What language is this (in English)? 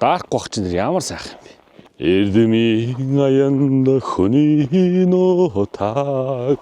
Mongolian